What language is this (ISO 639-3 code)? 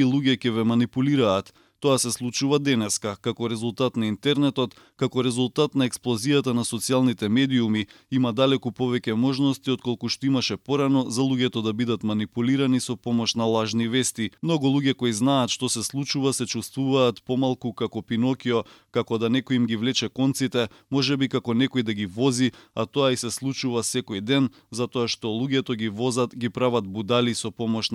mkd